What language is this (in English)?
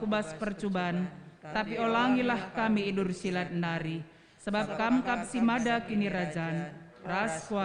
Batak Karo